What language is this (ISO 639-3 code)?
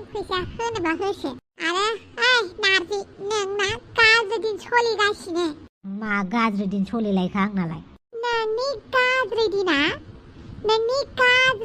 brx